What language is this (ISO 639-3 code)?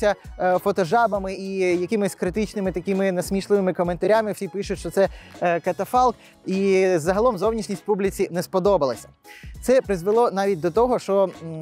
ukr